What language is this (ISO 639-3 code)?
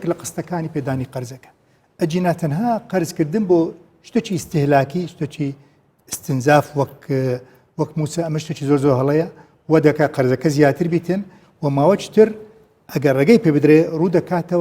ckb